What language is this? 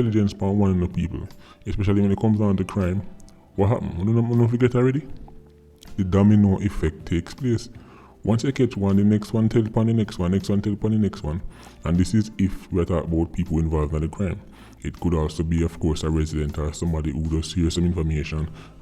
Jamaican Creole English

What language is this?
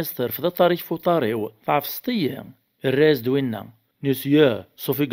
Kabyle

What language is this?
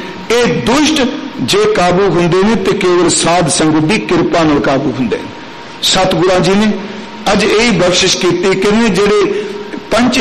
Punjabi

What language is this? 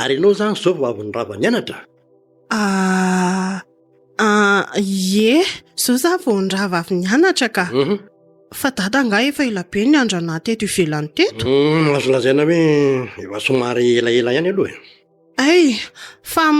Malagasy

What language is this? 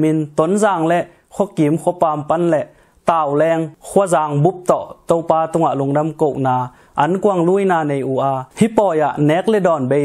Tedim Chin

